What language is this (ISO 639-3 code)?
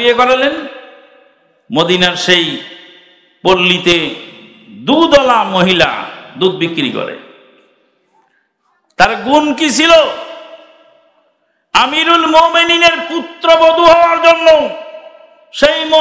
ben